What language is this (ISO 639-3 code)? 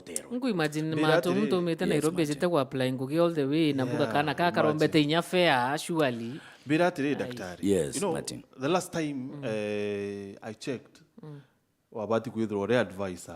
mer